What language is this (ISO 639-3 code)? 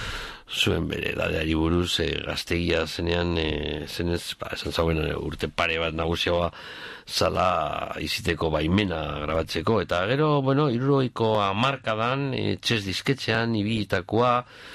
eus